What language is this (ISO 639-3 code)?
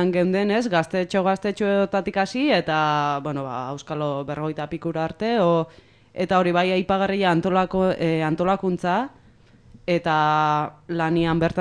eus